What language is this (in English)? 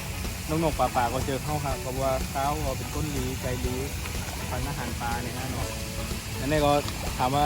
Shan